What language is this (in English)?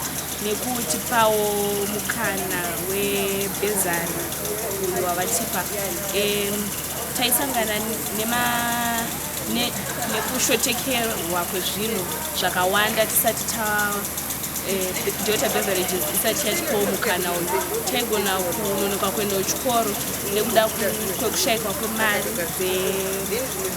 Shona